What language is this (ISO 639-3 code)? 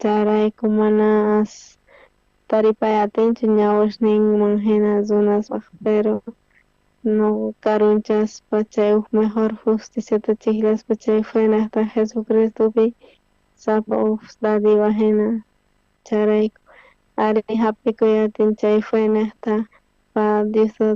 quh